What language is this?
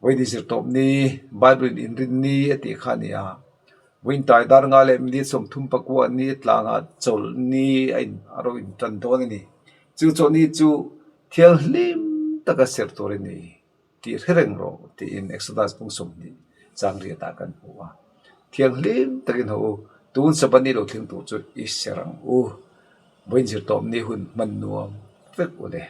Mizo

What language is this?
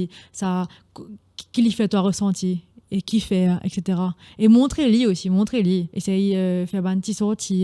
Morisyen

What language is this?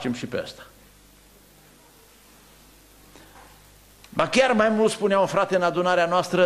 Romanian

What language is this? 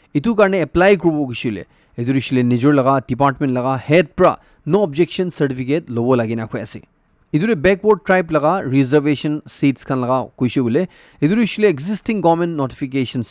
Naga Pidgin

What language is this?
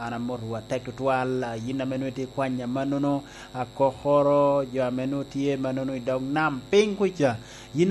Lango (Uganda)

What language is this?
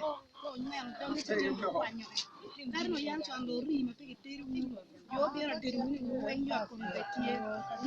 Acoli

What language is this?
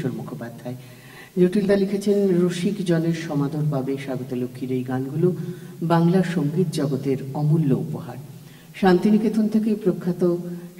Bangla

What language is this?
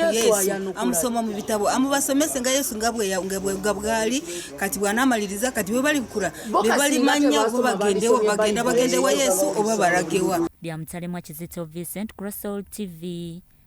Ganda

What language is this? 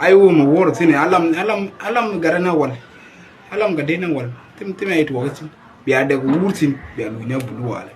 Nuer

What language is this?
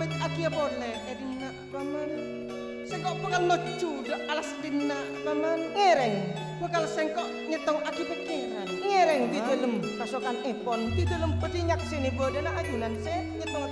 Madurese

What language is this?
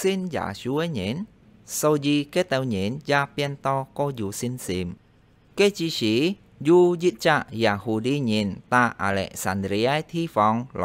Hakka Chinese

